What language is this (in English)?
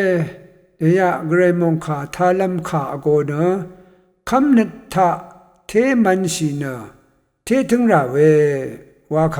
Rawang